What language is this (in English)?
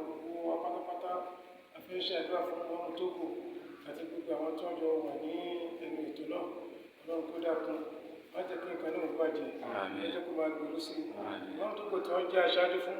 Yoruba